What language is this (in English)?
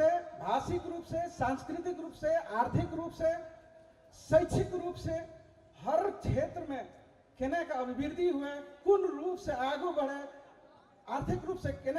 Maithili